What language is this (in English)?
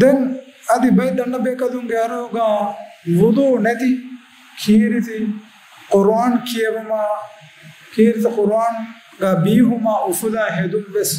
Divehi